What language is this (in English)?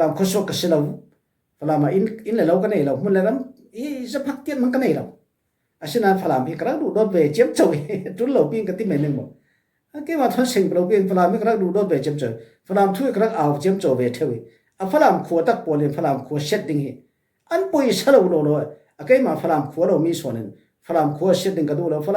Falam Chin